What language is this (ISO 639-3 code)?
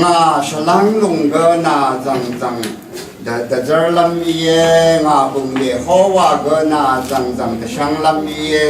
raw